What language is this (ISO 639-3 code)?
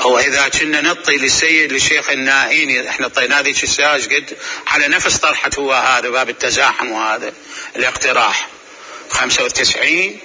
acm